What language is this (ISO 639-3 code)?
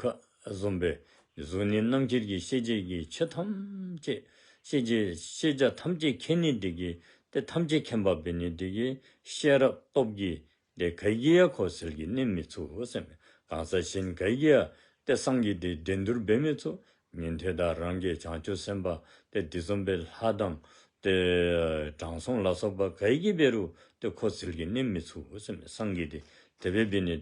dzo